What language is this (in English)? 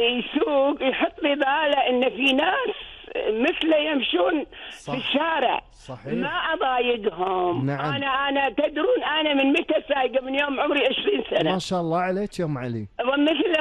Gulf Arabic